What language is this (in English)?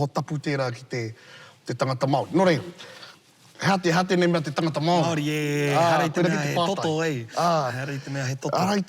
Māori